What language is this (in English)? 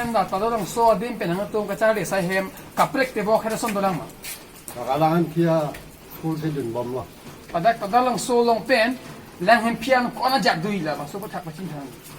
Karbi